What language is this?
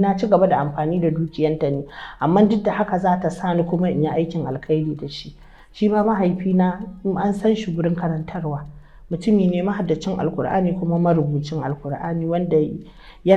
Hausa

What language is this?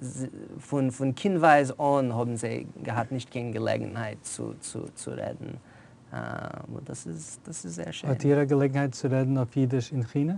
Yiddish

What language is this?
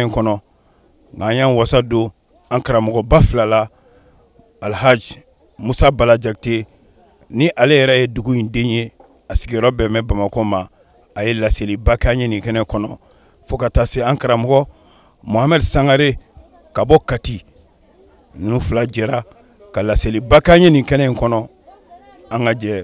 Bambara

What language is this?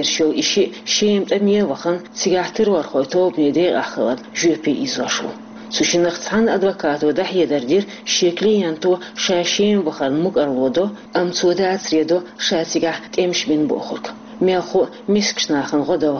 Chechen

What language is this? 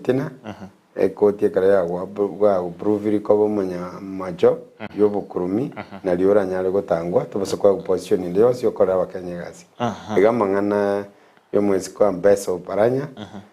Gusii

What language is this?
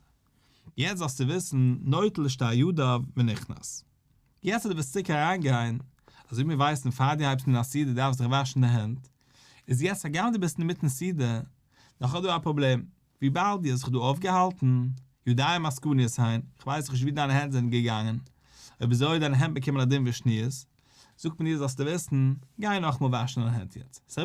Yiddish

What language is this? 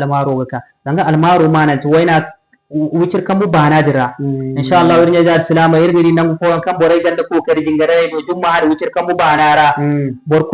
Zarma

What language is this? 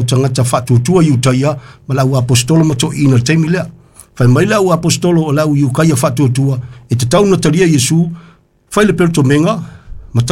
Samoan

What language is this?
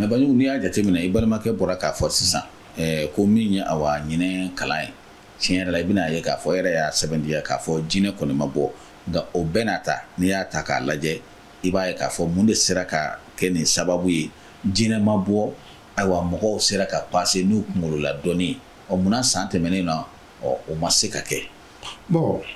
Bambara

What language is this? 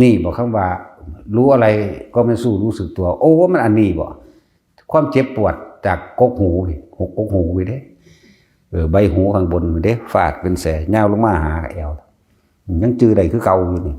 Northeastern Thai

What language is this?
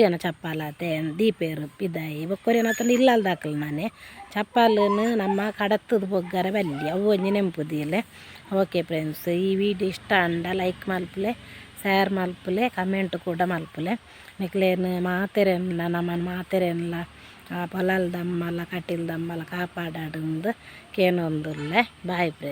Tulu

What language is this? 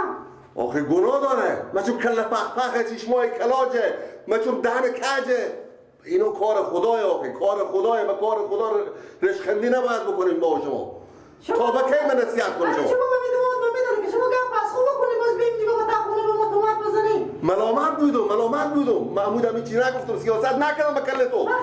Persian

